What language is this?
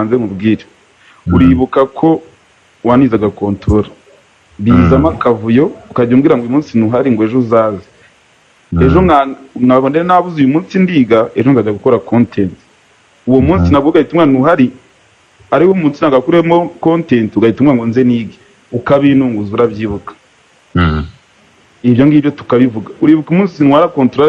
Kinyarwanda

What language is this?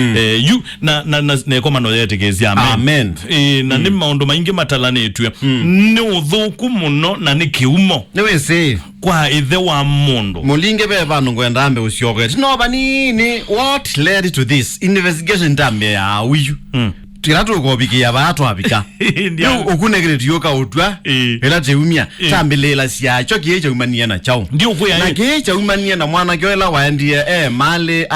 Kamba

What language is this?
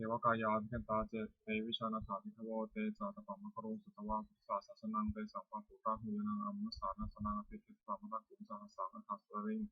Pali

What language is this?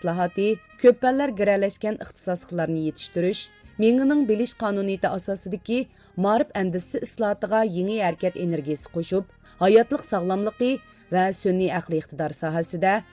Uyghur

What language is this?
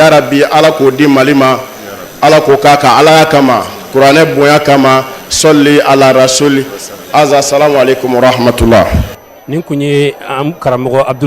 Bambara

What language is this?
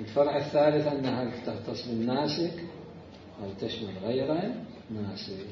Mesopotamian Arabic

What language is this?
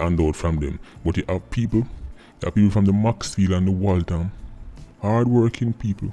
Jamaican Creole English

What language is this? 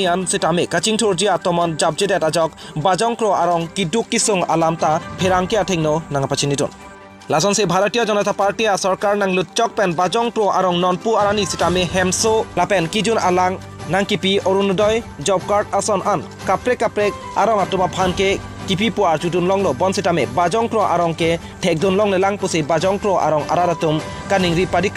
Karbi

